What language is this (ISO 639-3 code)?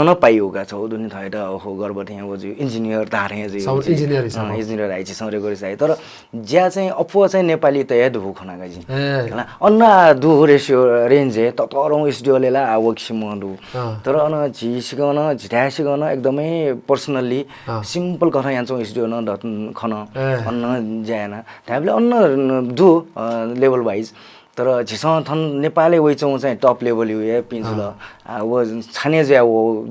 new